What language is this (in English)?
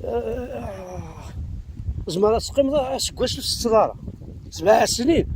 Kabyle